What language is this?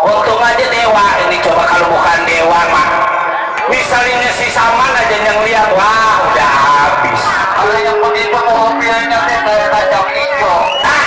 Betawi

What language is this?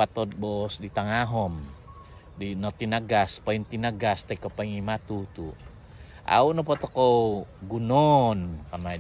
Central Dusun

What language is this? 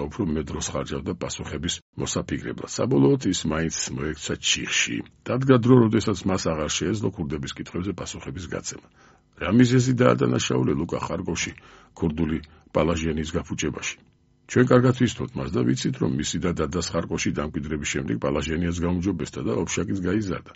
Georgian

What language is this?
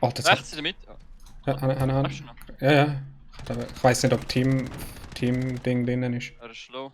Swiss German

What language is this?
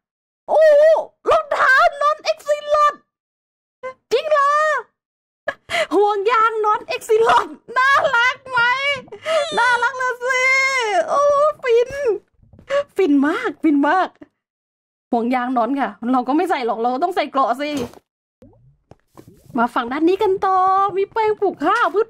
Thai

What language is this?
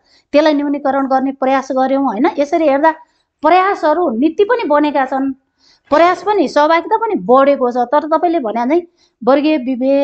Nepali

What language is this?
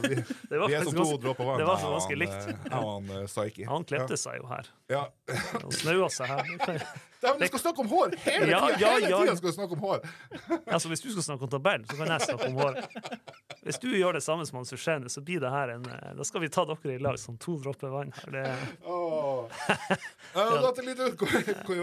Norwegian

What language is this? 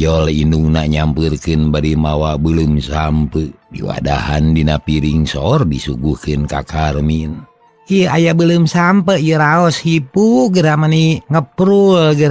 Sundanese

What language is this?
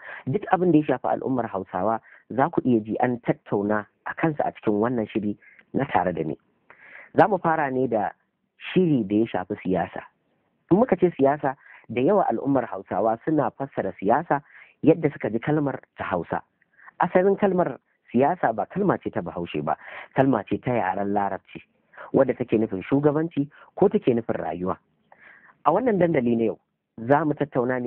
Hausa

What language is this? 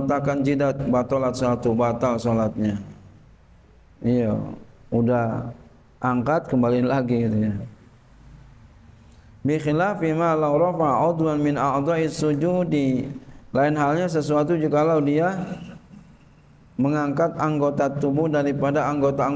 Indonesian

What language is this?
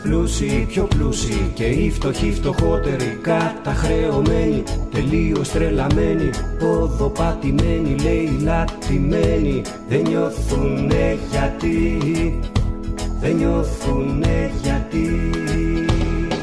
Greek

